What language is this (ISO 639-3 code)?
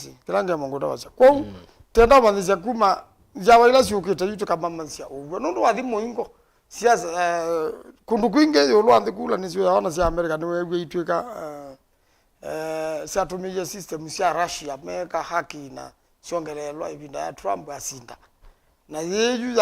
kam